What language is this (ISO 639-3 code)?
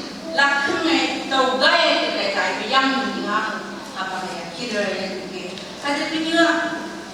nph